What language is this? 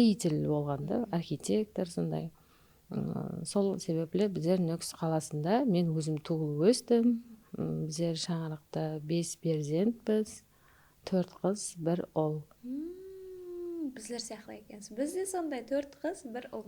Kara-Kalpak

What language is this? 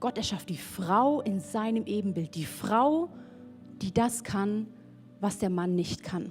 Swiss German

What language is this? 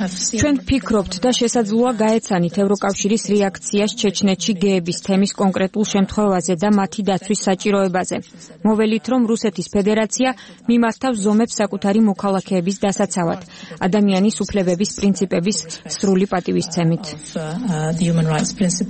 Georgian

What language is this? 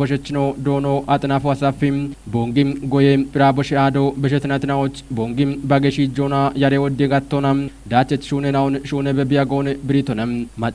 Kafa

